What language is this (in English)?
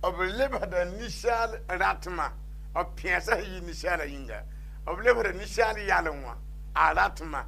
Mossi